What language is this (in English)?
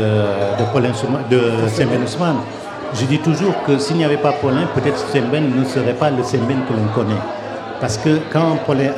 French